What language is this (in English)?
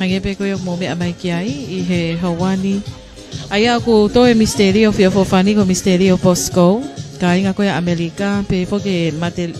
Tongan